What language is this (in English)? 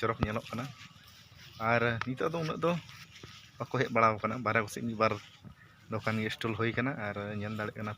Santali